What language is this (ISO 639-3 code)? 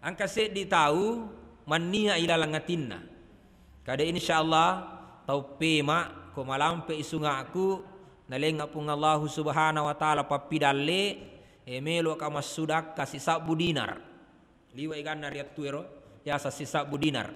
bug